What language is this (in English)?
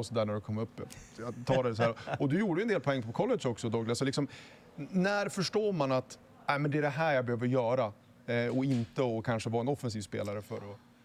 Swedish